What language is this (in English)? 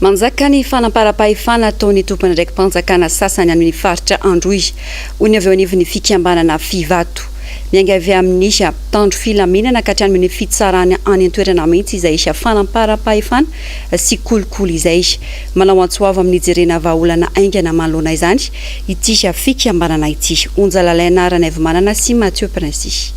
Malagasy